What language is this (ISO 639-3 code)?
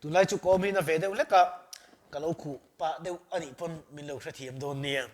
lus